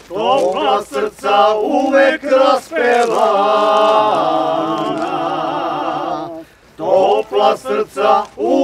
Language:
Serbian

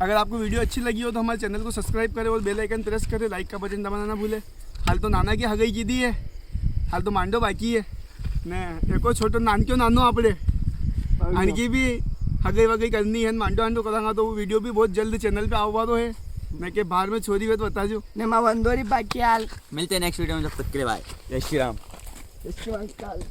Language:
Rajasthani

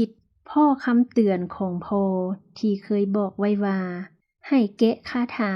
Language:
Lao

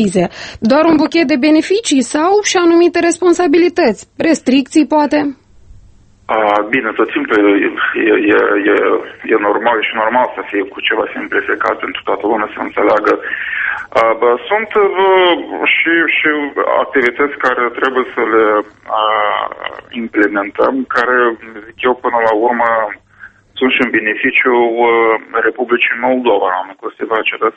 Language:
Romanian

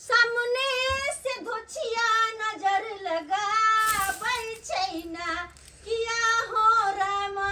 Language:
Maithili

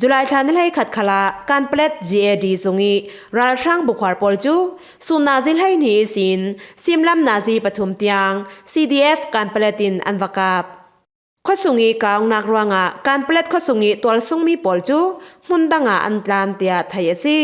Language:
Falam Chin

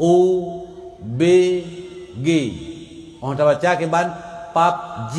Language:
Achinese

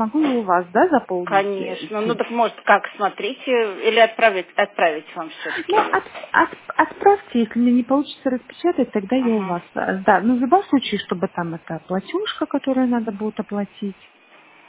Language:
Russian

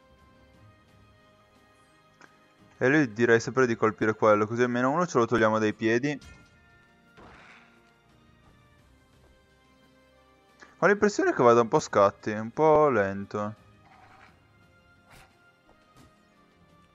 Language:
Italian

